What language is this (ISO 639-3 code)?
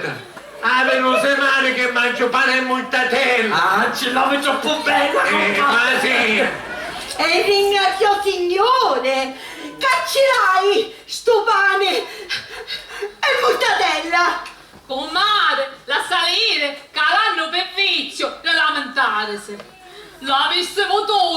scn